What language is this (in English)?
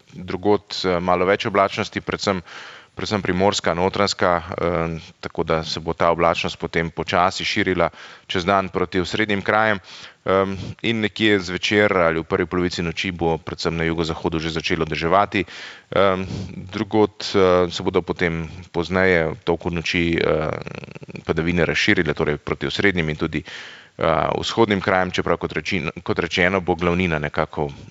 Slovenian